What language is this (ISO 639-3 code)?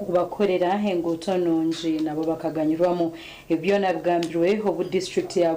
nyn